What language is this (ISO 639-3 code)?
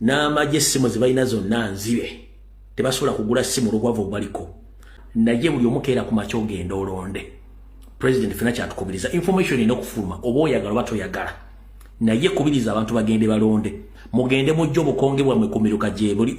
lug